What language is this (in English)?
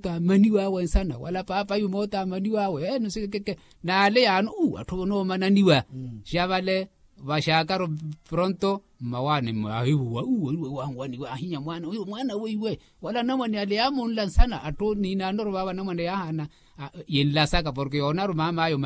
Makhuwa